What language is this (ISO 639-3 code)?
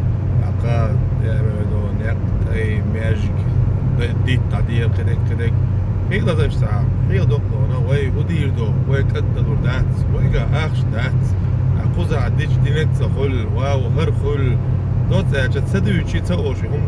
che